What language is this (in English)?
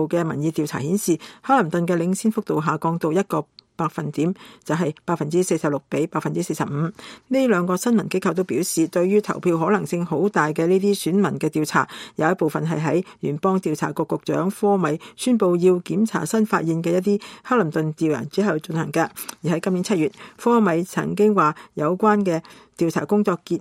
Cantonese